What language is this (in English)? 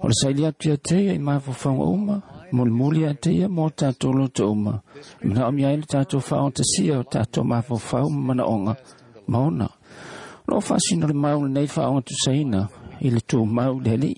Samoan